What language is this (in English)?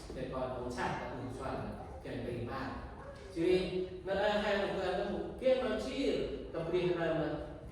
Central Mnong